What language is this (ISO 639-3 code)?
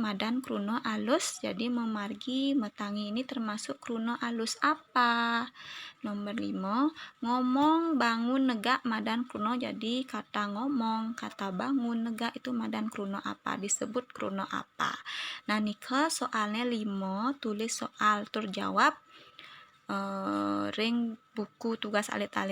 ban